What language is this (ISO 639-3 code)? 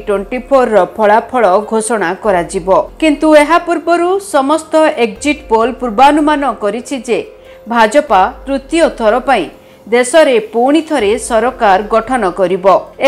ori